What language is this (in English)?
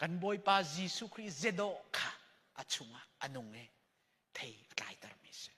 Hakha Chin